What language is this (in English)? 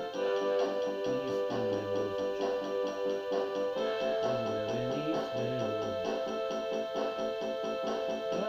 Macedonian